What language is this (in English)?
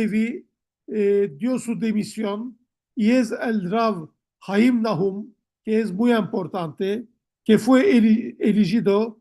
Ladino